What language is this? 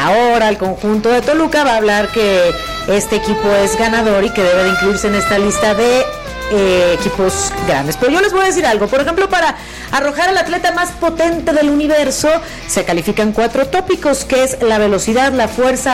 Spanish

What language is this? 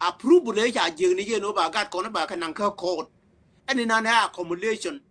Nuer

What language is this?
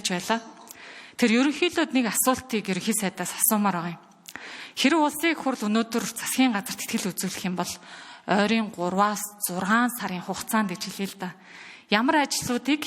Mongolian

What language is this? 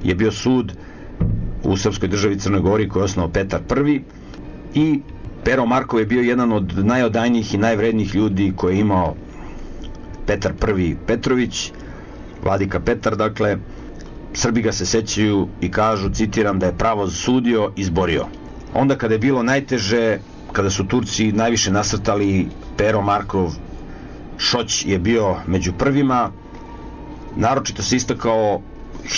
Serbian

